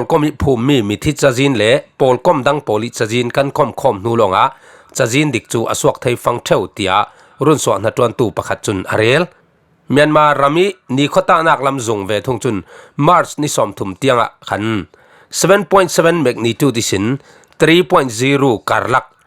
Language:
Falam Chin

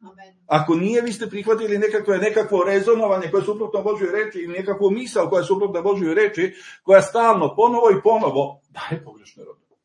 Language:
Serbian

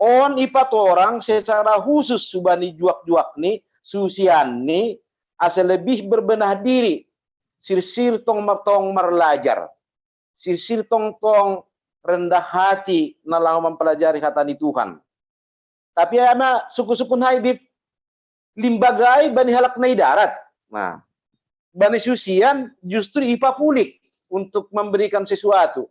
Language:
Batak Simalungun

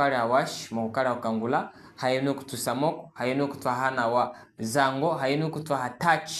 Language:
Chokwe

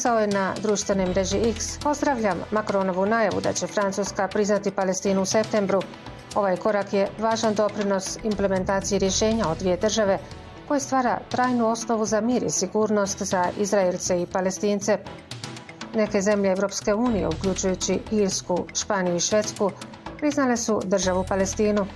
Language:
Bosnian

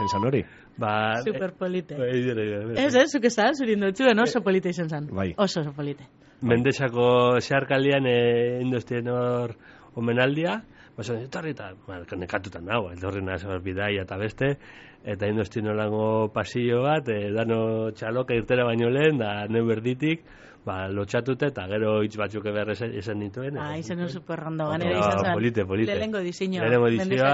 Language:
Basque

